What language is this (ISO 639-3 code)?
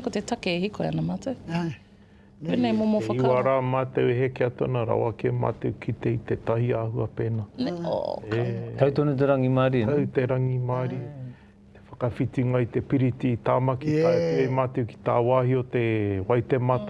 mri